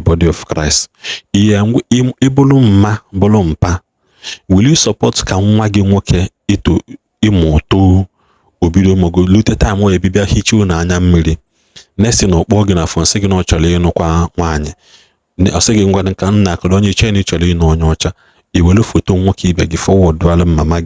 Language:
Igbo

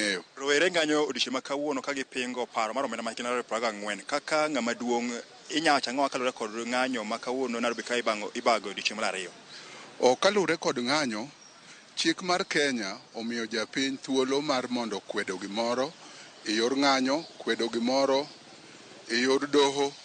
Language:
Luo (Kenya and Tanzania)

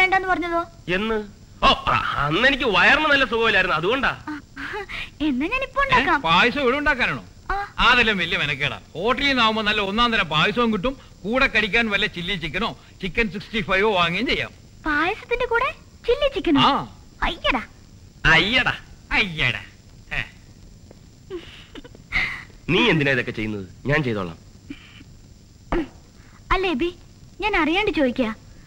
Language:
Malayalam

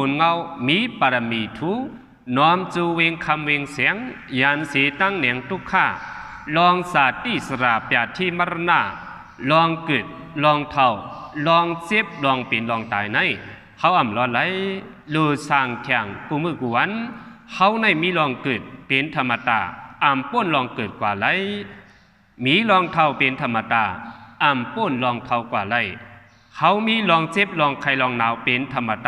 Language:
Shan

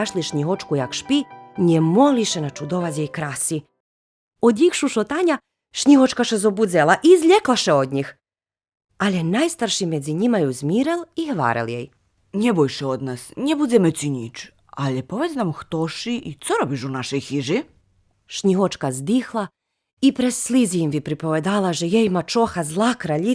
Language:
Rusyn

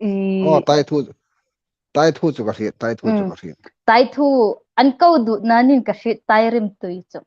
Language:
Hmar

